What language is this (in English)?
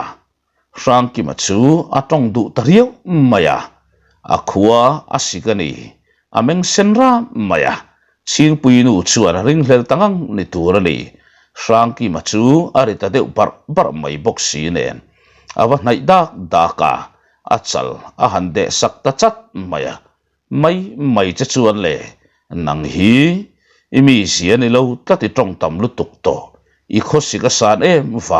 Mizo